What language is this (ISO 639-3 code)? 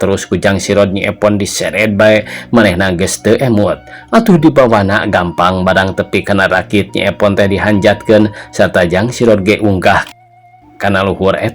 sun